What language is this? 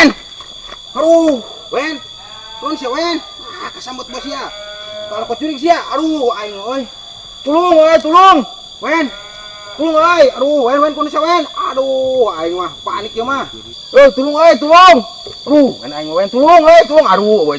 Sundanese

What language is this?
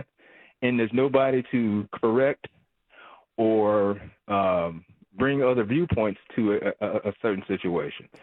English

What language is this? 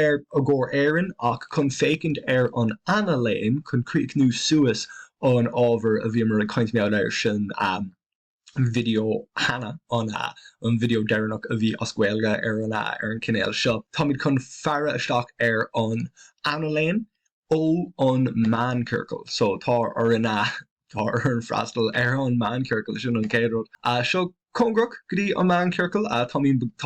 Irish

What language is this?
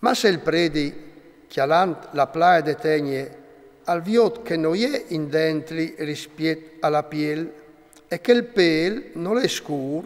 Friulian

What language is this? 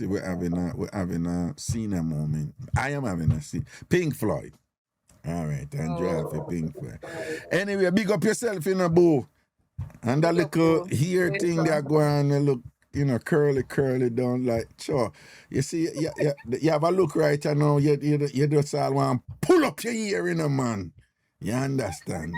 Jamaican Creole English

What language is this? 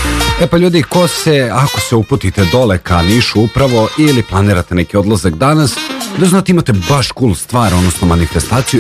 Serbian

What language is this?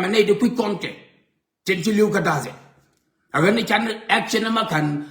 Nuer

